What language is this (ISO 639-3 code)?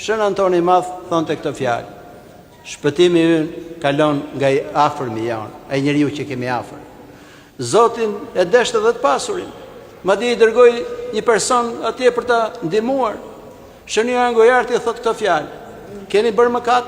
sqi